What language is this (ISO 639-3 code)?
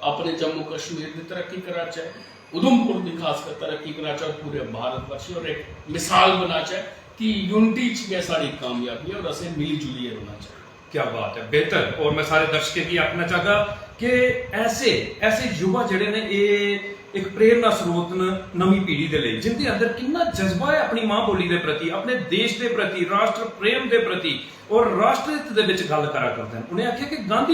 doi